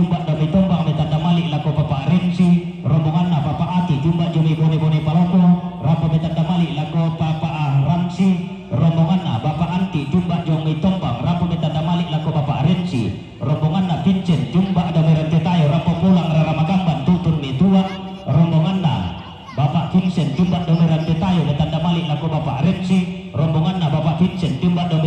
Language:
Toraja-Sa'dan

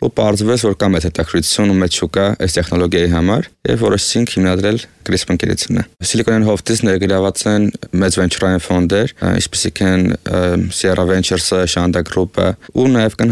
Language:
Armenian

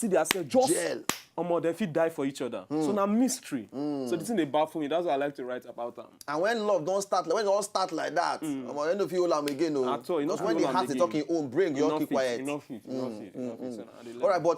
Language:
Nigerian Pidgin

